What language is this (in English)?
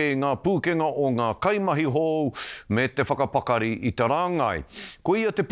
Māori